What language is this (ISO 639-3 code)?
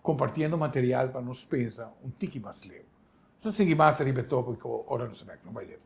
pap